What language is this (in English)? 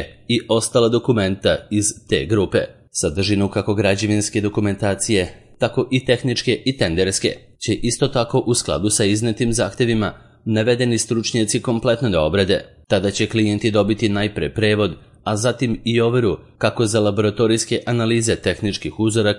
Serbian